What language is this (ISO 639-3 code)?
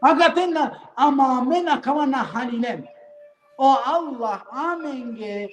rmn